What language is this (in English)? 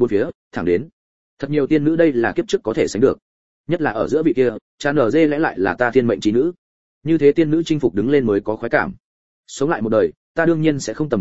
Vietnamese